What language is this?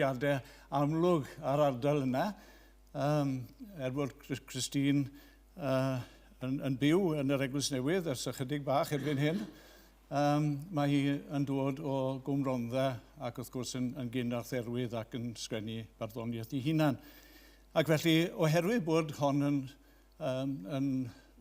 Welsh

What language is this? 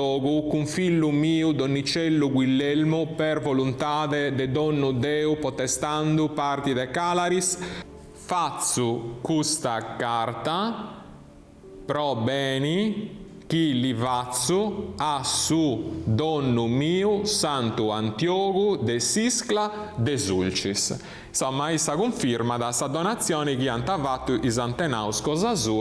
Sardinian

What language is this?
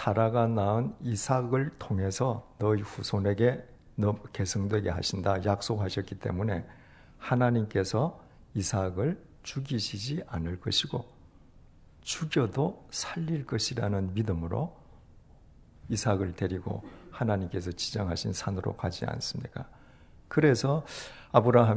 Korean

